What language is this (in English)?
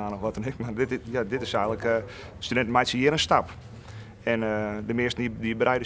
Western Frisian